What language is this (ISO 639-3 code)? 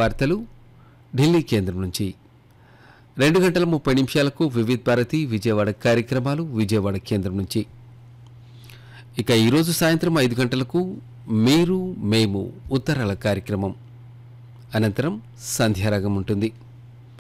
tel